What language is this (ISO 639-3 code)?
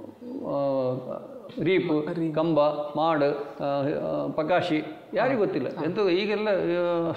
kan